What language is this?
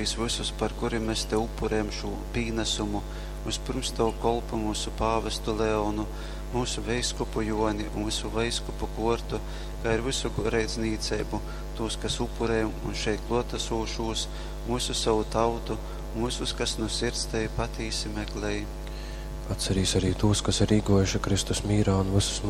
Latgalian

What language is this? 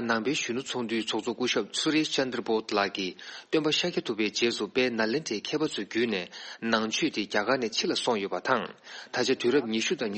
Tibetan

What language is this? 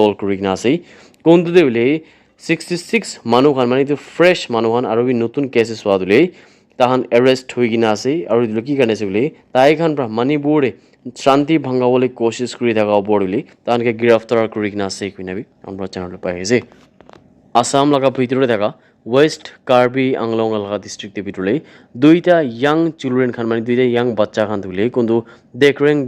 Naga Pidgin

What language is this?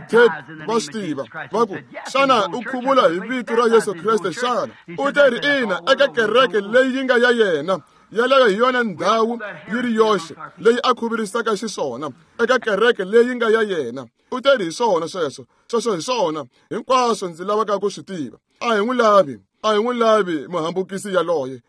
Tsonga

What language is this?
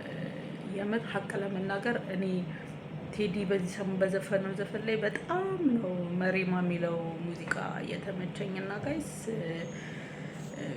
Amharic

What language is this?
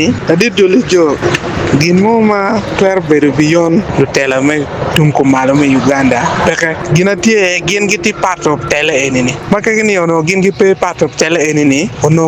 Acoli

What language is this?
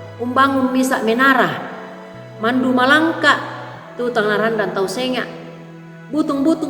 Toraja-Sa'dan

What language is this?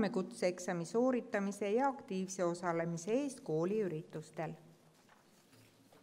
Estonian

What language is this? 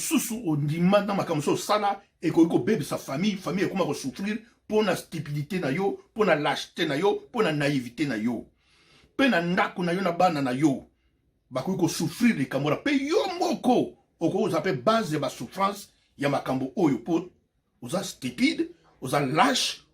Lingala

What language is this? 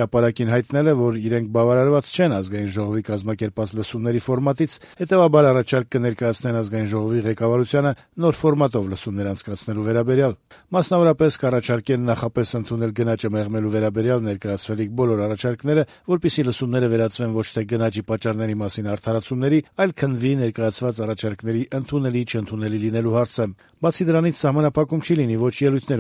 Armenian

